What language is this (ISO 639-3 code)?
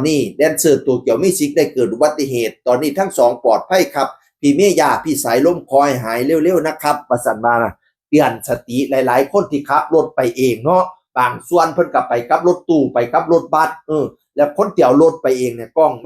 tts